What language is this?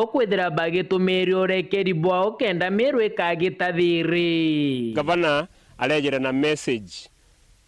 Meru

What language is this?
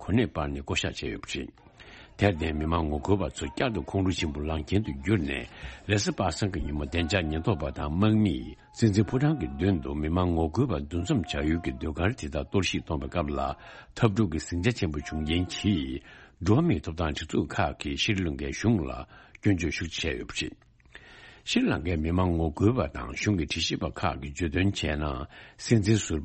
Tibetan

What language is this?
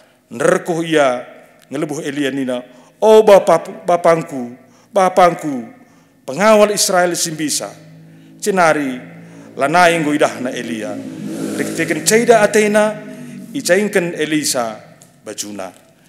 Batak Karo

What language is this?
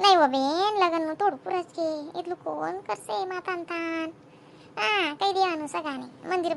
Khandesi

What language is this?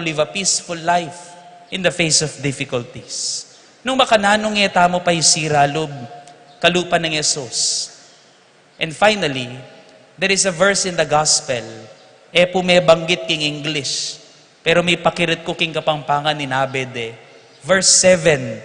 Pampanga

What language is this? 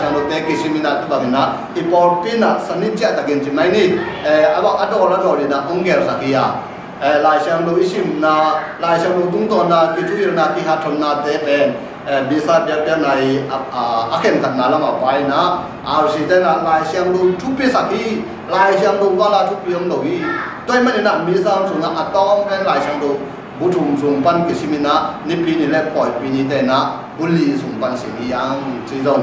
Tedim Chin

